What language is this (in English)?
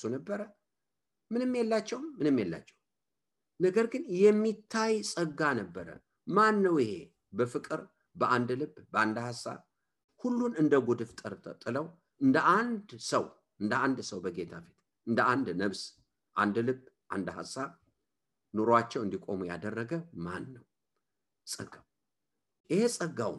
Amharic